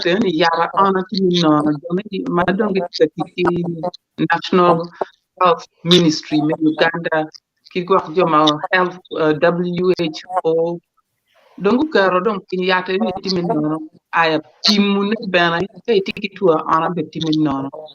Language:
Acoli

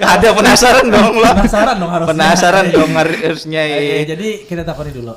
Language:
Banjar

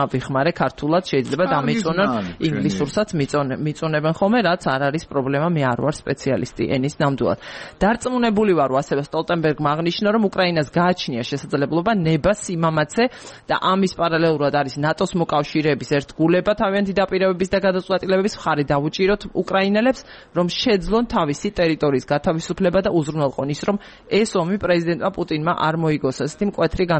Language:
Georgian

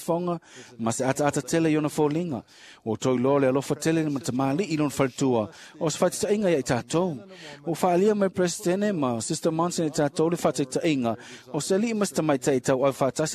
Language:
Samoan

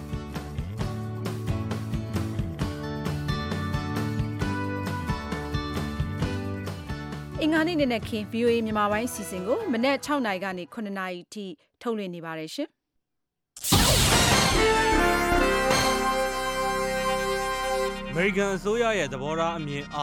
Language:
Burmese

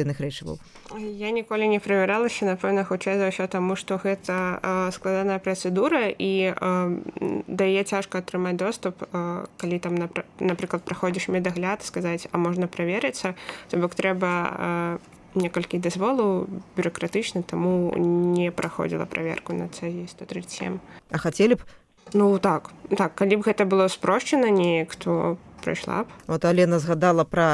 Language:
Belarusian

